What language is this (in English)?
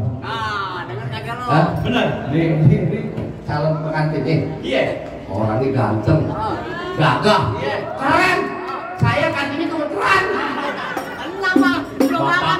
Betawi